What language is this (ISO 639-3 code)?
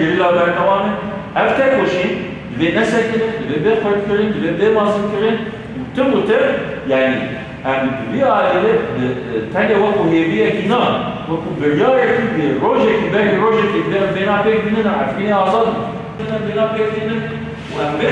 kur